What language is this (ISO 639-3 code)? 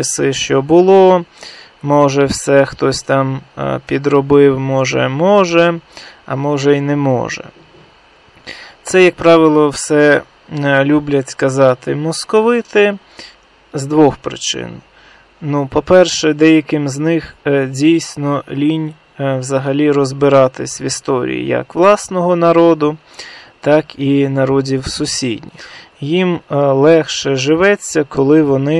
ukr